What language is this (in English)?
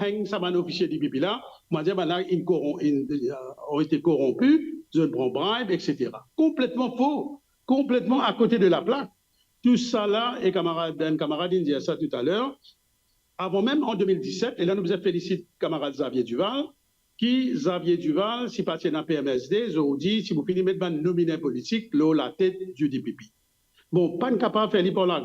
Morisyen